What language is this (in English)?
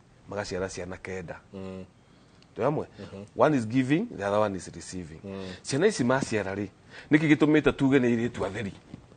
Kikuyu